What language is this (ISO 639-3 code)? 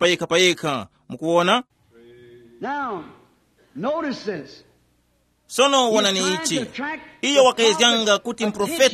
tum